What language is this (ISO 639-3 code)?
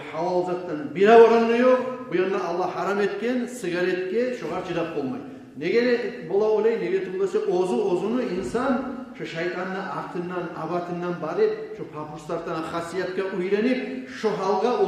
kum